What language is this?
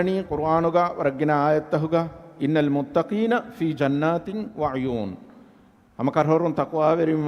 Divehi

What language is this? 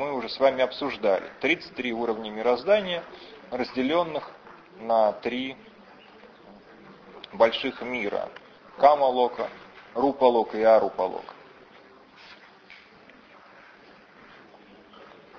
Russian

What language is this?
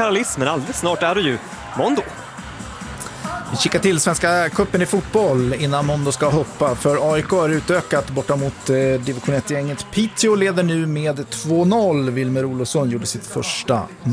Swedish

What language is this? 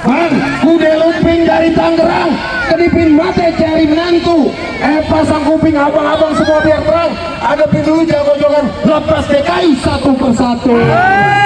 Betawi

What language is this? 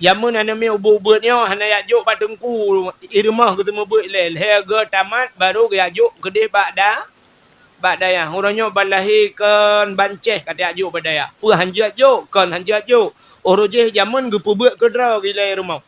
Achinese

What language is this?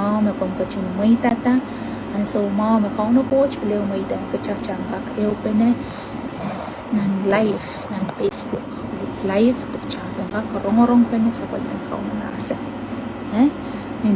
Pohnpeian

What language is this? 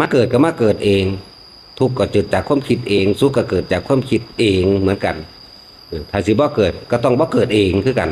Northeastern Thai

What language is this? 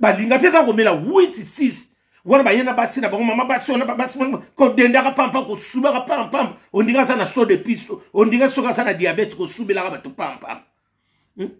Lingala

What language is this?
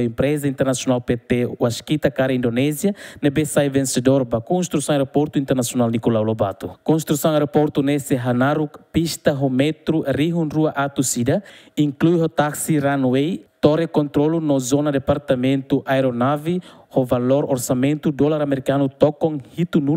Tetum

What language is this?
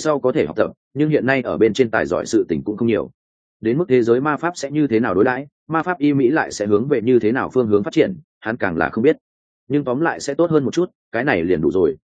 Vietnamese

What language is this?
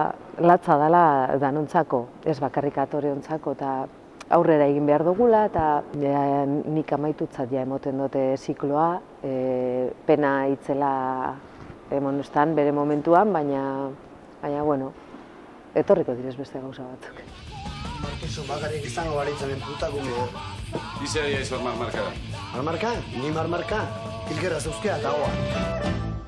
Basque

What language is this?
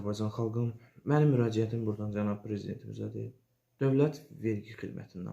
Azerbaijani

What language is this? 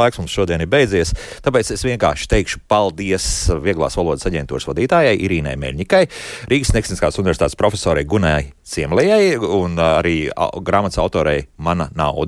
Latvian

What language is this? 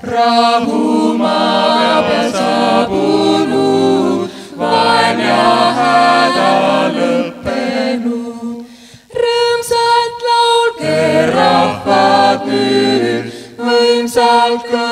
Estonian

